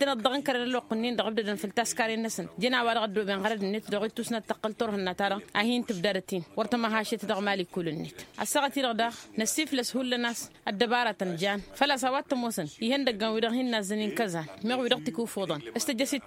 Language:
Tamasheq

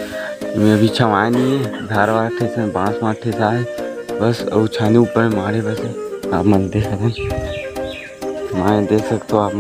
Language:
Chhattisgarhi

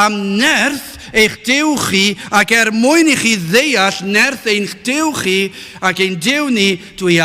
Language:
Welsh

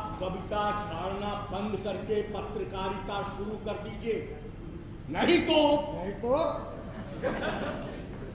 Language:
Hindi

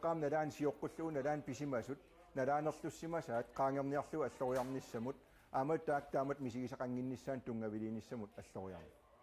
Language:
Kalaallisut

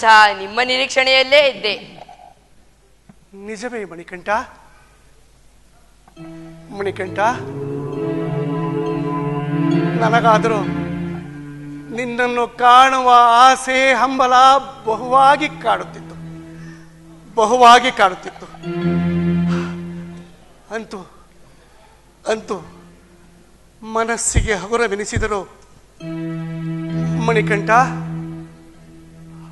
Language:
Kannada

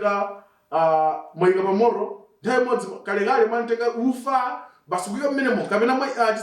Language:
Nyanja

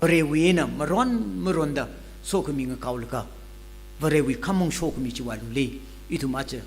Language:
Tangkhul Naga (India)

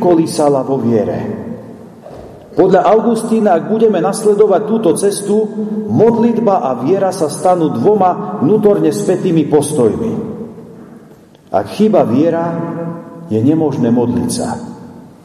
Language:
Slovak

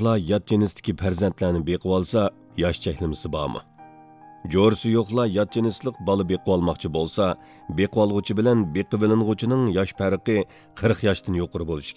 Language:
Uyghur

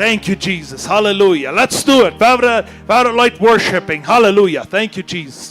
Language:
Plautdietsch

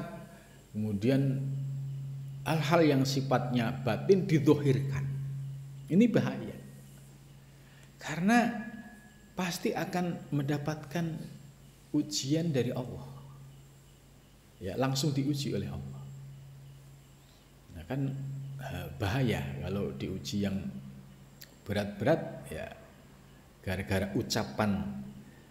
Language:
Indonesian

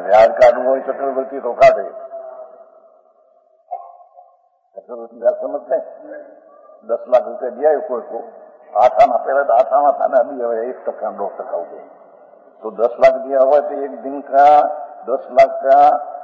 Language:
Hindi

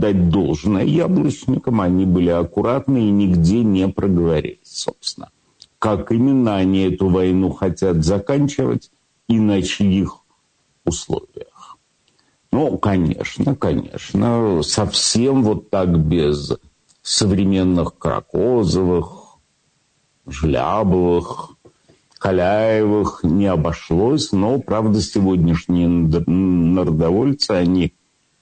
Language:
Russian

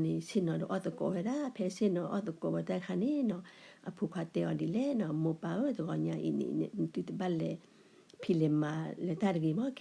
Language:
S'gaw Karen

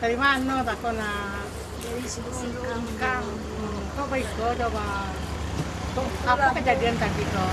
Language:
Minangkabau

